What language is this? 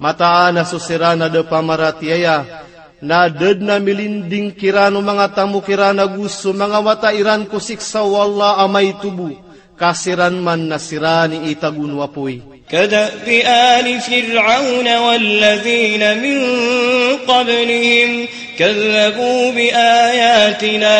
Maranao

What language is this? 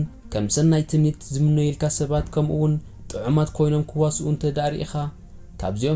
Tigrinya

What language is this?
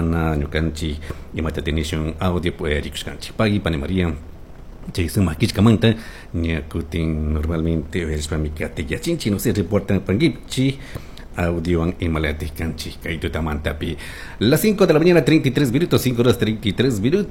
Chimborazo Highland Quichua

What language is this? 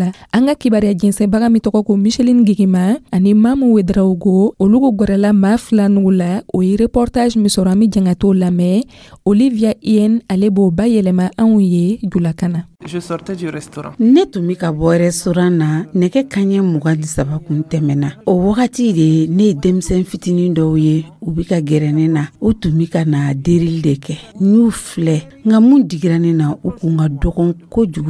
Dyula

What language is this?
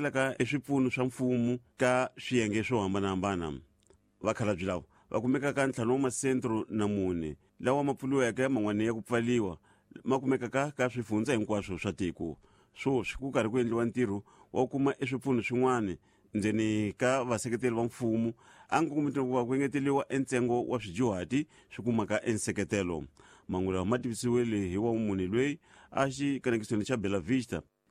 Tsonga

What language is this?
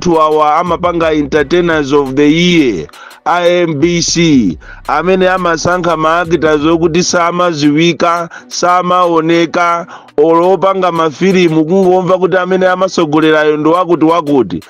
Nyanja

